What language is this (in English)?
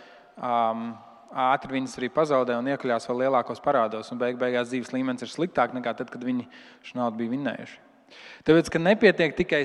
Latvian